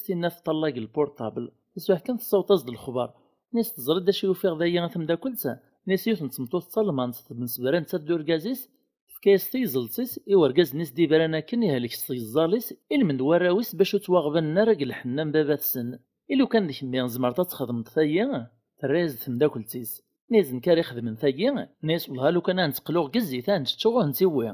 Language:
Kabyle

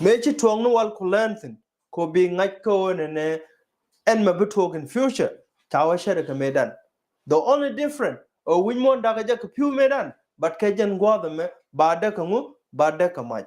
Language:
Nuer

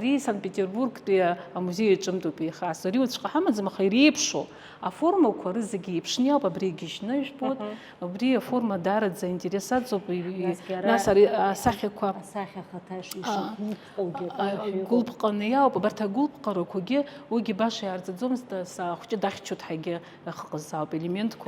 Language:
Abkhazian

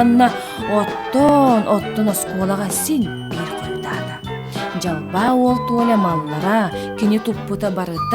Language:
Yakut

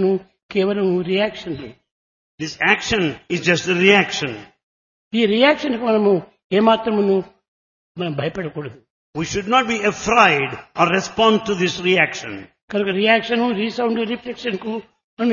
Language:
Telugu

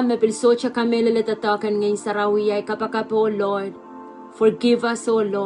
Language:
Pohnpeian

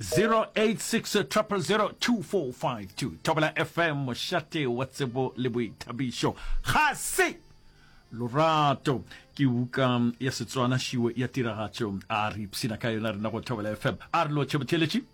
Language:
Northern Sotho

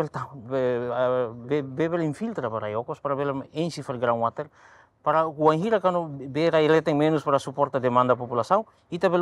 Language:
Tetum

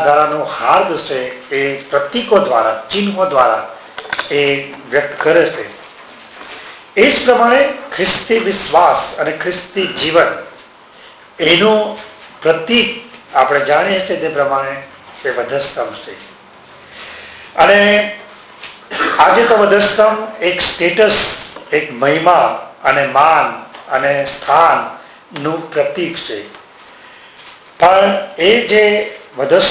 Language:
Gujarati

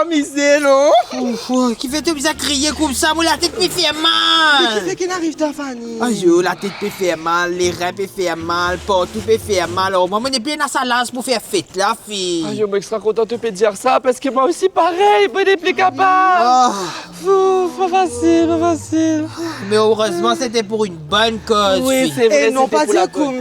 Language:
Morisyen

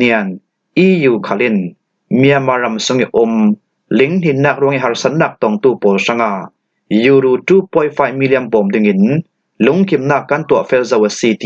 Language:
Falam Chin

